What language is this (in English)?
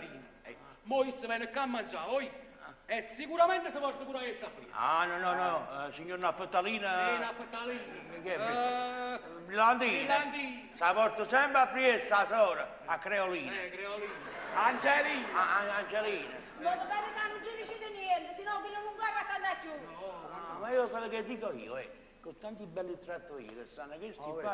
Neapolitan